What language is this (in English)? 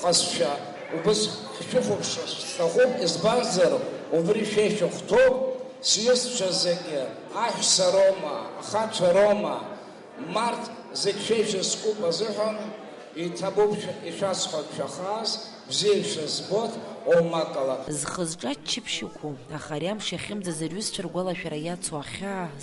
Abkhazian